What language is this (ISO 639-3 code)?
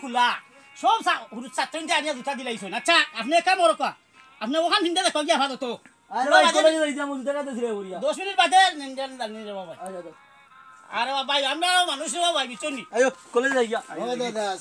syl